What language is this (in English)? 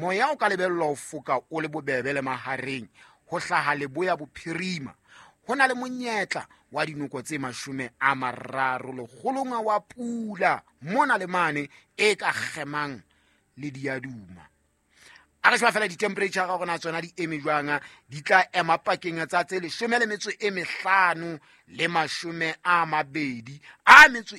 Southern Sotho